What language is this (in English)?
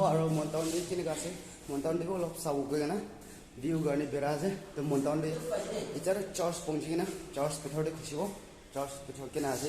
Naga Pidgin